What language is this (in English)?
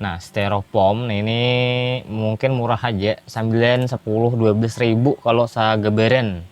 Banjar